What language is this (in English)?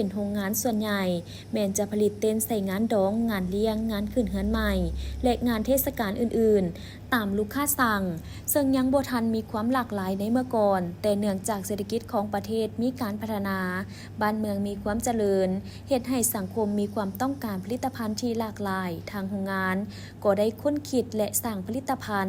Lao